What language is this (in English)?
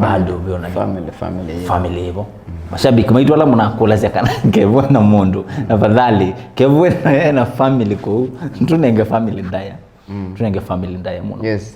Kamba